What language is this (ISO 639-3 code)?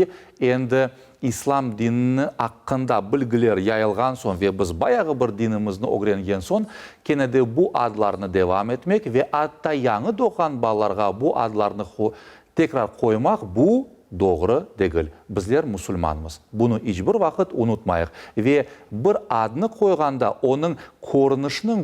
crh